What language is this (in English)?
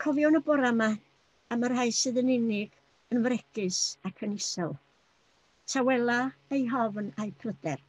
Welsh